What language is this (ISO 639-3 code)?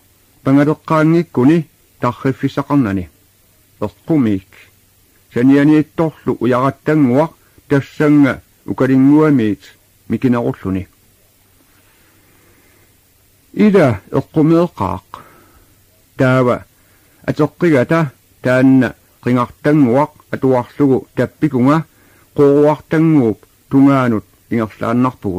kal